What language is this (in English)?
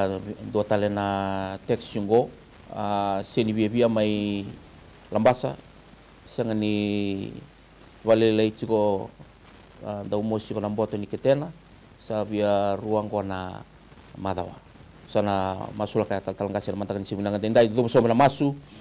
Fijian